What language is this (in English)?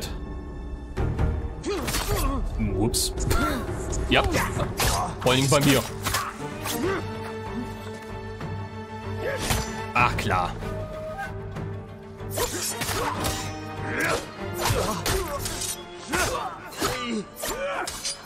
German